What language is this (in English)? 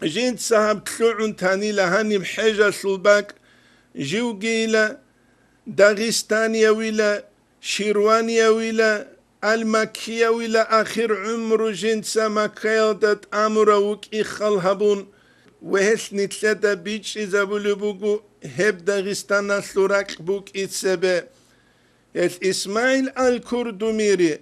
Avaric